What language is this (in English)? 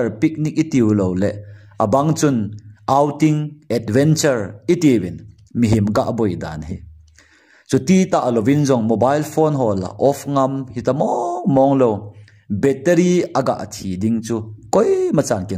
Thado Chin